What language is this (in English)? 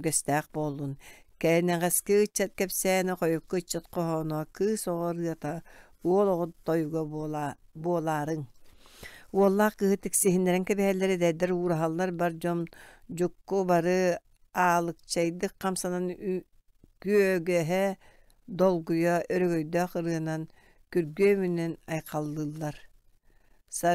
Yakut